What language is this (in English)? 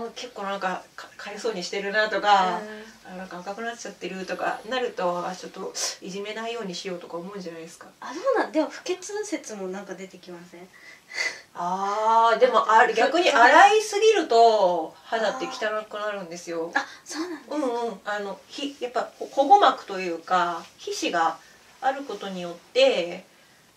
Japanese